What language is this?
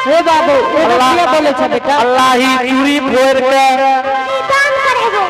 Angika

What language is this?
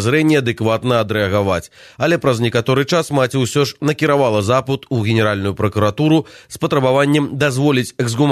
Belarusian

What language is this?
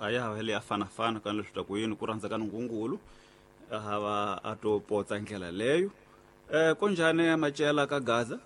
Tsonga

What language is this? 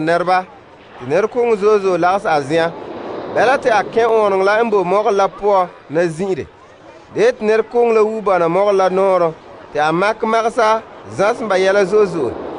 Frafra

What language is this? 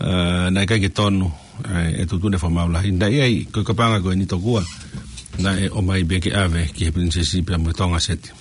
Tongan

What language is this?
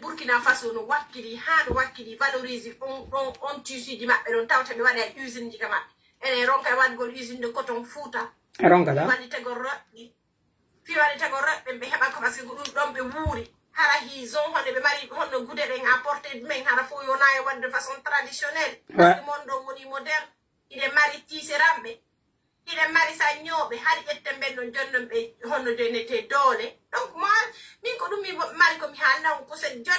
Pular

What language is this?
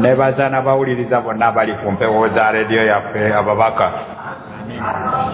Ganda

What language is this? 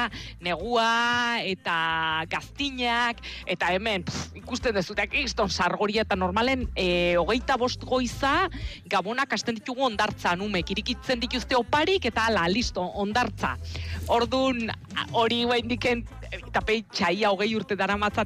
Basque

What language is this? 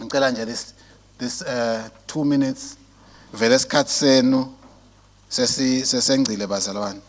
Swati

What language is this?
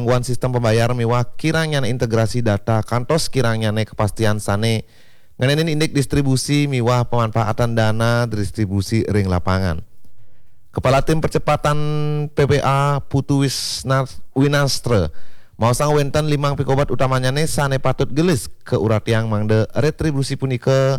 Balinese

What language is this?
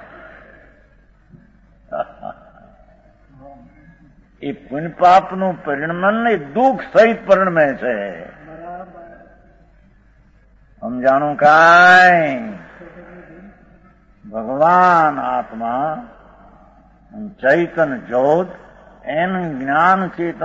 Gujarati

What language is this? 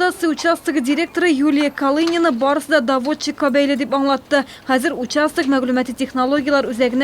Tatar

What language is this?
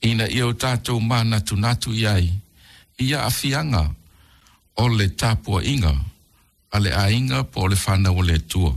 Samoan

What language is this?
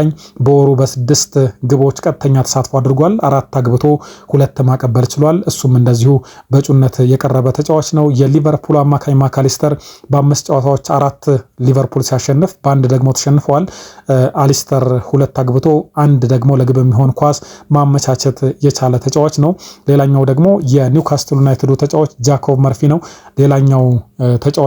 Amharic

